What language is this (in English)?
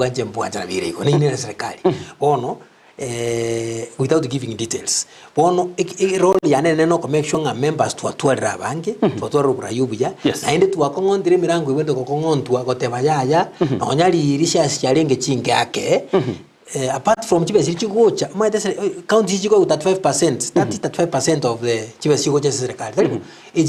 Gusii